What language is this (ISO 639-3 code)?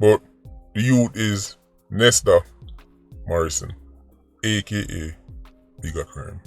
jam